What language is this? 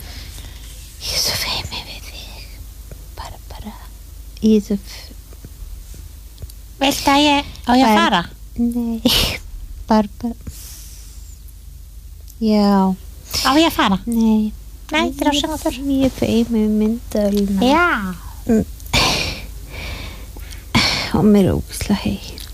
Icelandic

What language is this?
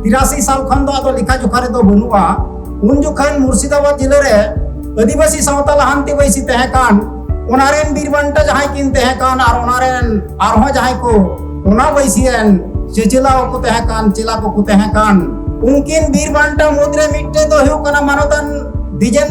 Santali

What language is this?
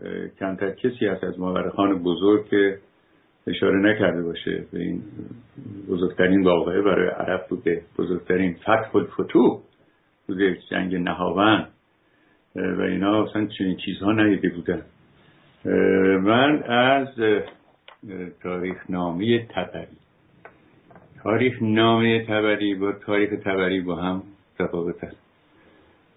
Persian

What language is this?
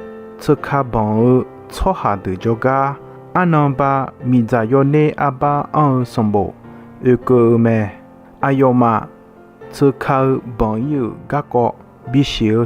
Akha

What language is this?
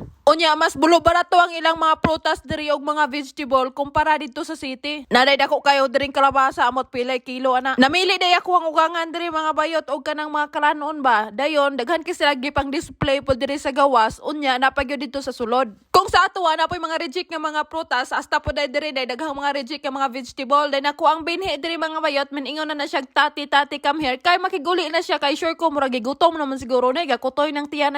Cebuano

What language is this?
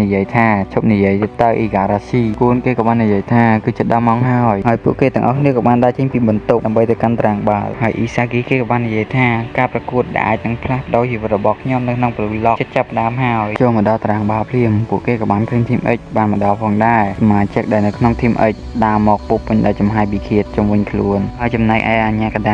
Khmer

